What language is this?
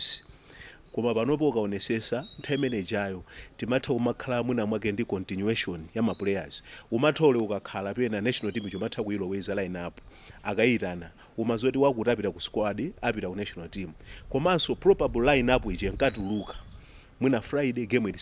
Nyanja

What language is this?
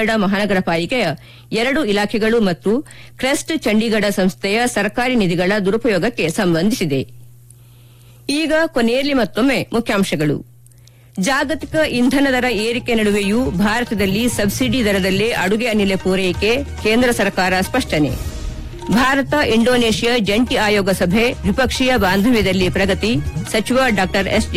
Kannada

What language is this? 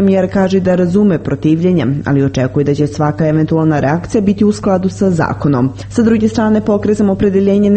Serbian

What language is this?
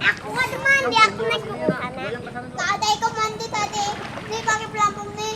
Banjar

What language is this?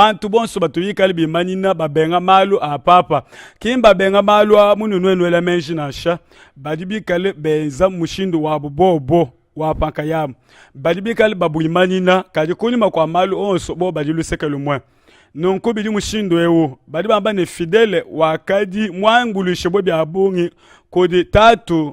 Luba-Lulua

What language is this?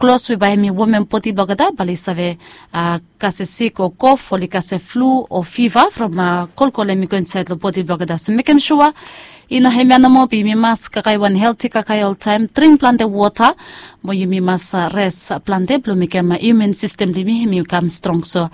Bislama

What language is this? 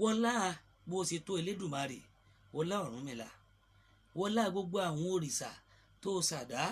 Yoruba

